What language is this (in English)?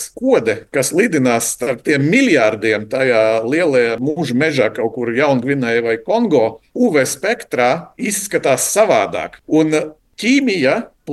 Latvian